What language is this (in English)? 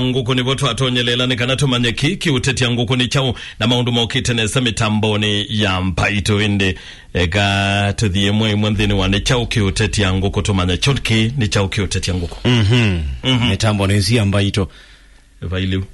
Kamba